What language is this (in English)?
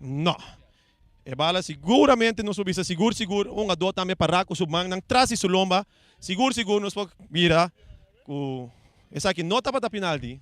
Papiamento